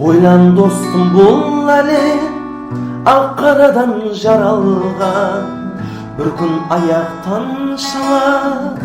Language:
Kara-Kalpak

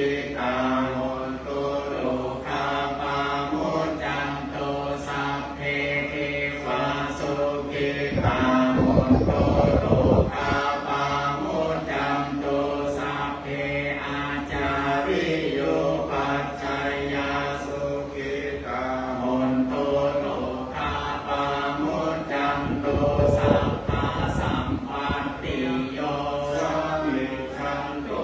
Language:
Pali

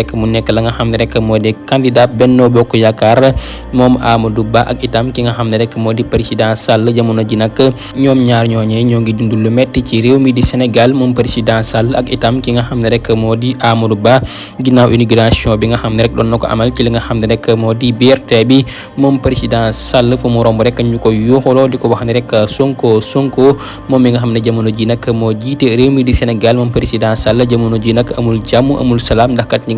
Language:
Wolof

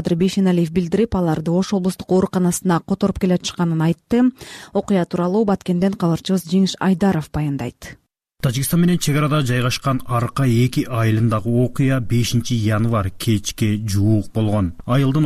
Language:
Kyrgyz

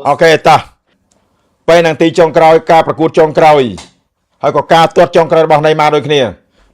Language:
Khmer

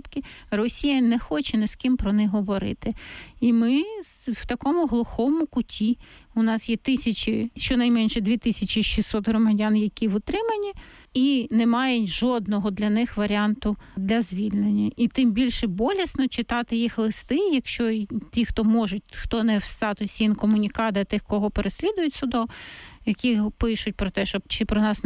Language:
Ukrainian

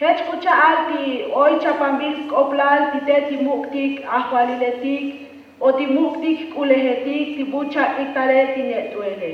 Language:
Tzotzil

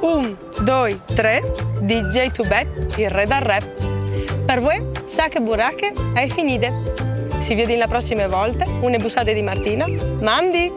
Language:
Friulian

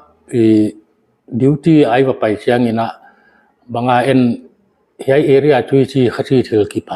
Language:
Paite Chin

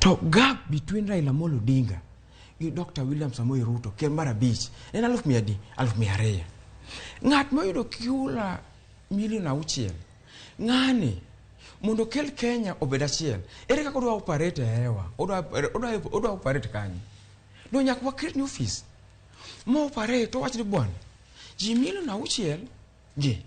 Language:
Luo (Kenya and Tanzania)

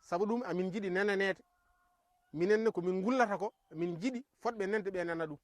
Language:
Fula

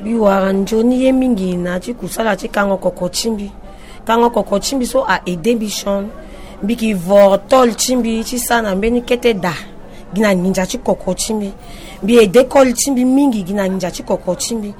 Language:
Sango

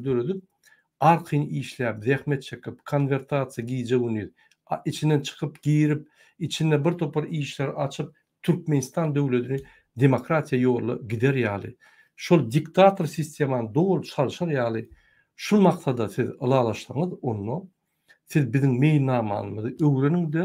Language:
Turkmen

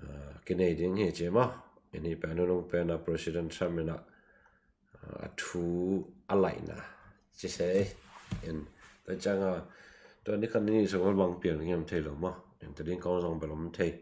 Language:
Tedim Chin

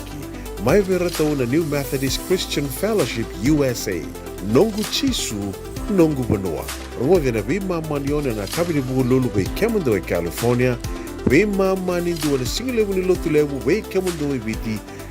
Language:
Fijian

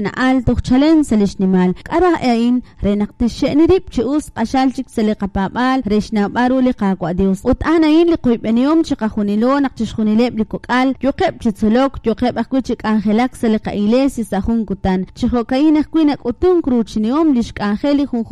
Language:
Kekchí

